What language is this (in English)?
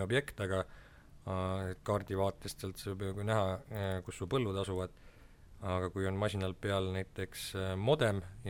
Estonian